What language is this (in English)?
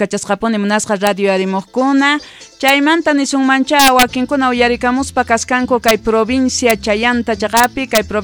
Quechua